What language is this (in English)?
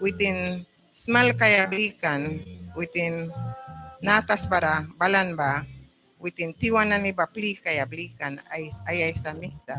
Mískito